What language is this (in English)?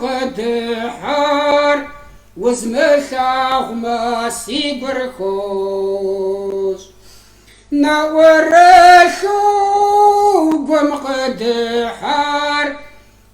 Kabardian